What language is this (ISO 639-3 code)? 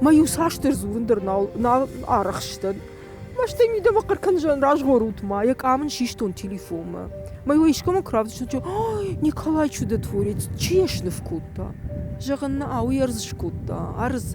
oss